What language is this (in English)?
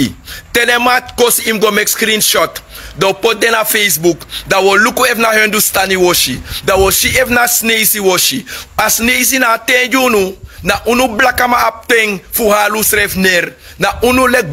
Sranan Tongo